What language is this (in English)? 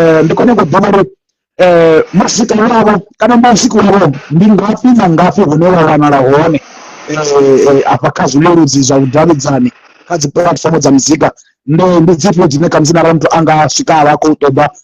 Venda